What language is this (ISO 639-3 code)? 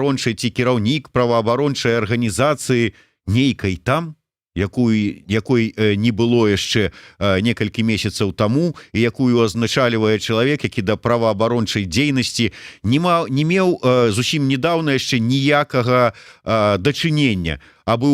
bel